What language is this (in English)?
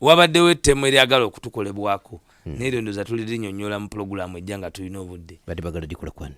Ganda